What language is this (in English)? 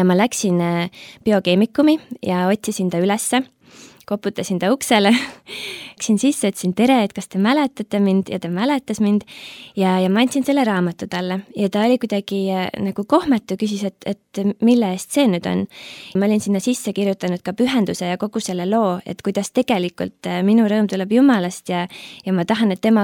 Estonian